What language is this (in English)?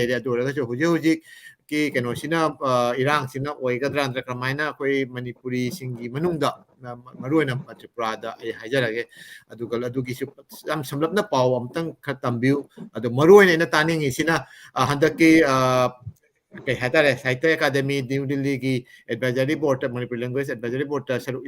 Manipuri